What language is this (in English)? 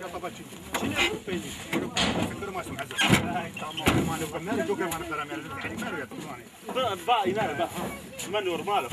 Zaza